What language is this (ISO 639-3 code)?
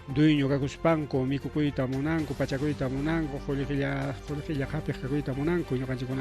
quy